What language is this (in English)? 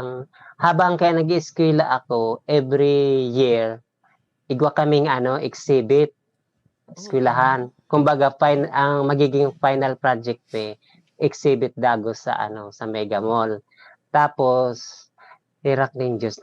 Bikol